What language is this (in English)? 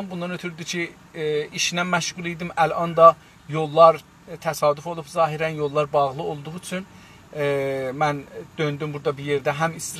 South Azerbaijani